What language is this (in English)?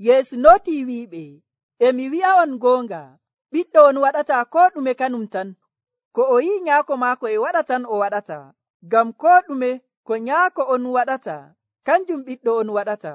Nigerian Fulfulde